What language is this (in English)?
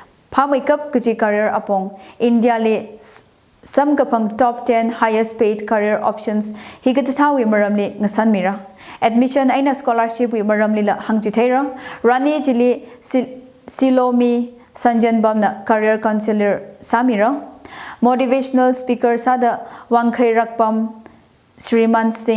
Tangkhul Naga (India)